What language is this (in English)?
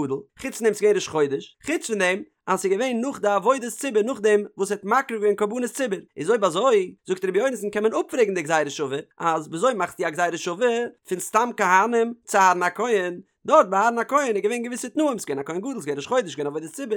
Yiddish